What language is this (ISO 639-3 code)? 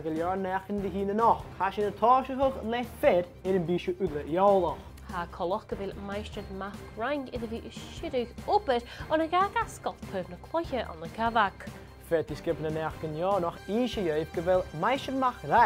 gla